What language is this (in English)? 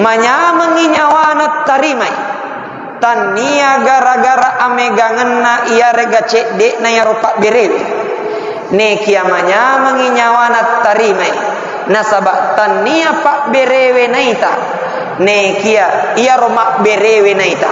Buginese